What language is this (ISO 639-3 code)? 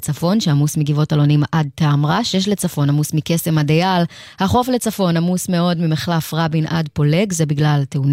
heb